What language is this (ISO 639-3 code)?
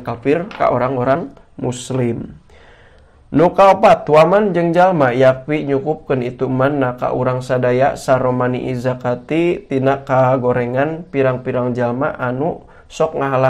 sun